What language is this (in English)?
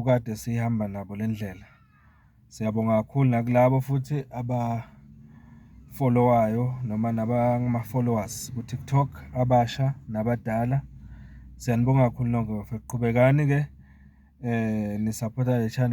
Zulu